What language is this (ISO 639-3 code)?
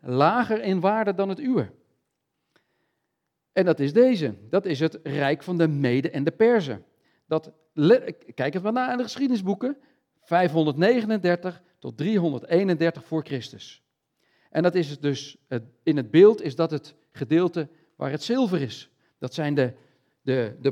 nld